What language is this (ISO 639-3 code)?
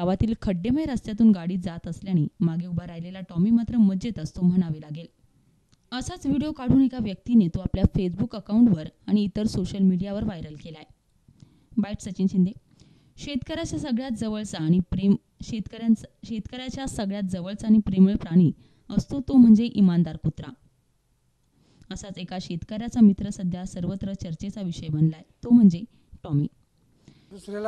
mar